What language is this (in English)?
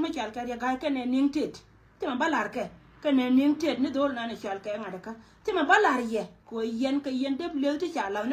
Nuer